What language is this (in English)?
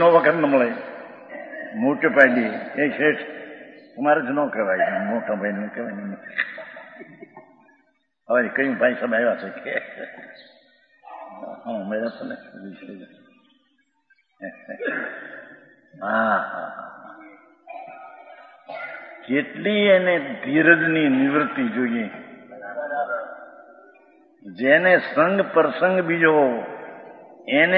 Gujarati